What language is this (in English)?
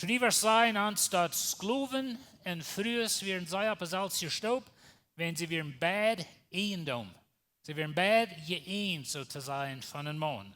Plautdietsch